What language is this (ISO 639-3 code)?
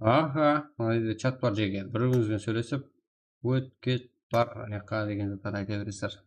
kaa